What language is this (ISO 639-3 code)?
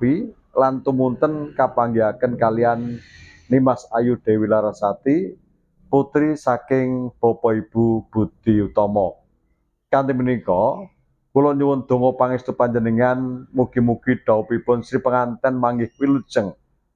jav